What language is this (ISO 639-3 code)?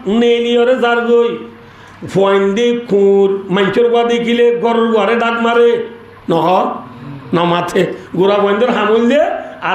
rhg